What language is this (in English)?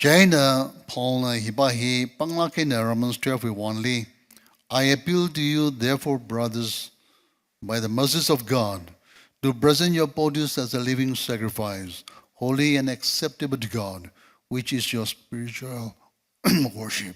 Tangkhul Naga (India)